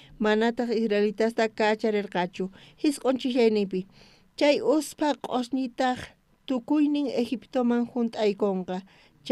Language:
South Bolivian Quechua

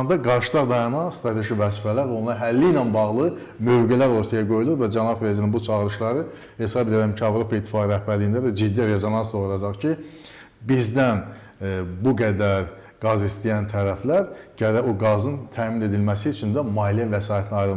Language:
Azerbaijani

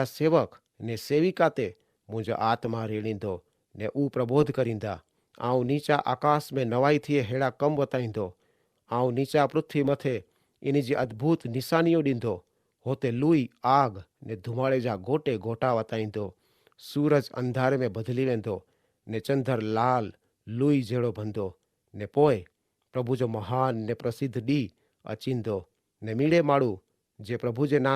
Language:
Kachhi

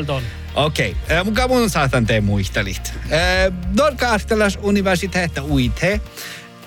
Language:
Northern Sami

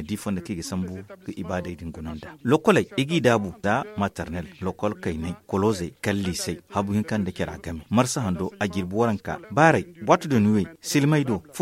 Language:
Zarma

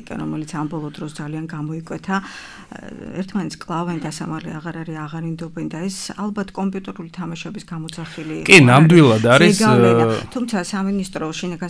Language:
Georgian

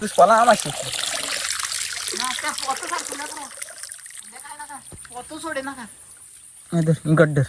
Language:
Konkani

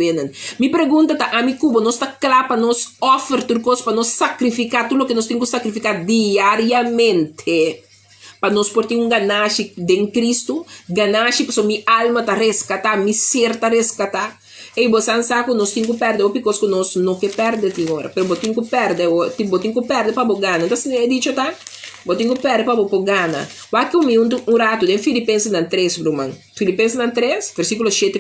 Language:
Papiamento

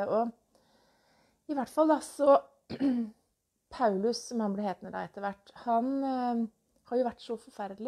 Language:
Norwegian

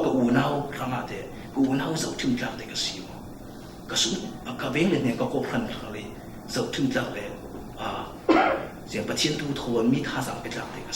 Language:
Falam Chin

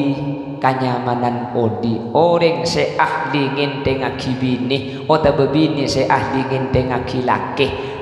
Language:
Madurese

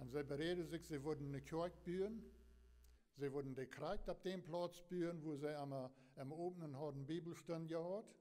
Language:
Plautdietsch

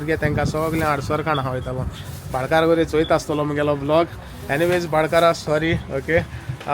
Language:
Konkani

